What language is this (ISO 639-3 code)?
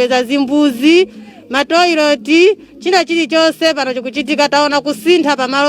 nya